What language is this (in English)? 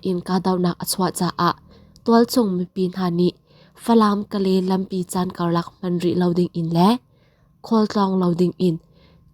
Hakha Chin